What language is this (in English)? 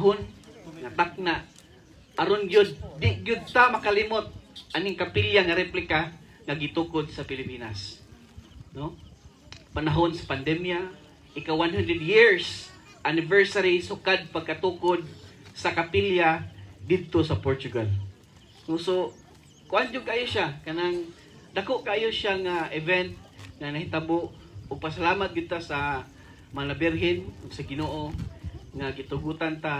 Cebuano